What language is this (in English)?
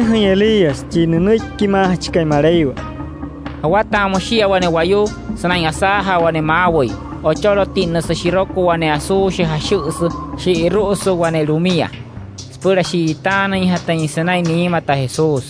Wayuu